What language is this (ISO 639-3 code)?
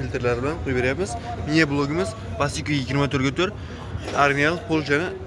uzb